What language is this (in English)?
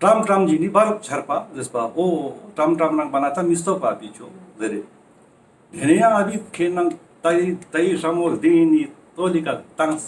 Ladakhi